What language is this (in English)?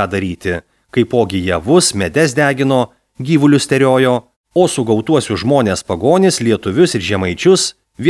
Lithuanian